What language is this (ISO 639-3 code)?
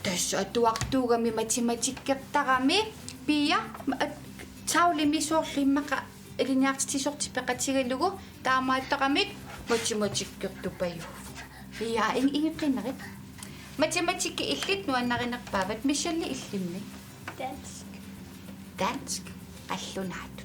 kal